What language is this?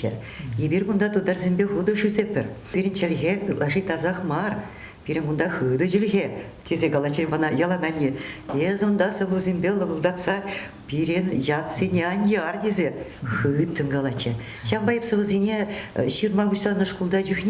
Chuvash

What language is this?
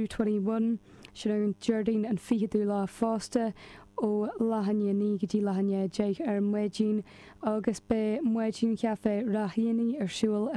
Irish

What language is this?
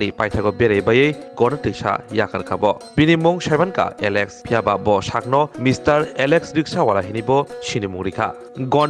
Kok Borok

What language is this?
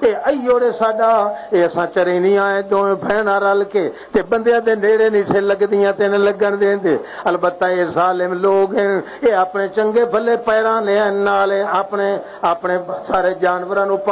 Western Panjabi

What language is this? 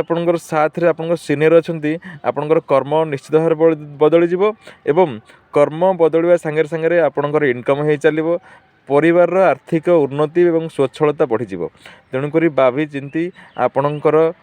Odia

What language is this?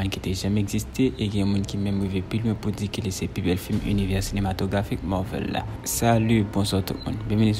Haitian Creole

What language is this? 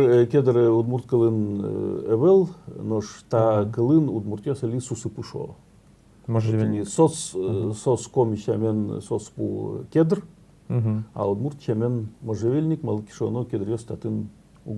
Udmurt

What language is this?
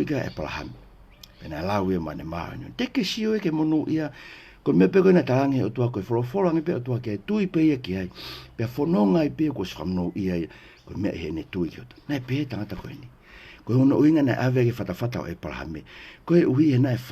Tongan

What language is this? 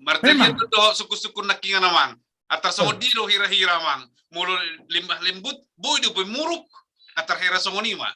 Batak Toba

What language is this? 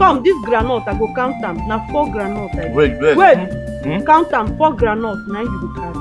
Nigerian Pidgin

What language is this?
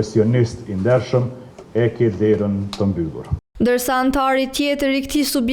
Albanian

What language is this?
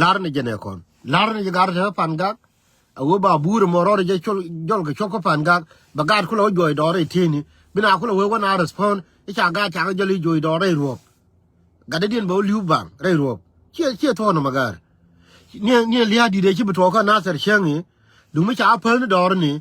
Nuer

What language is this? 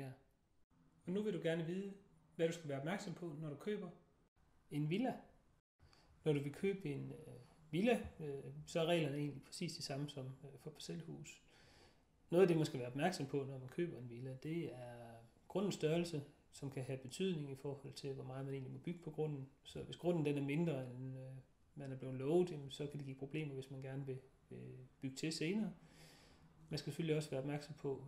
Danish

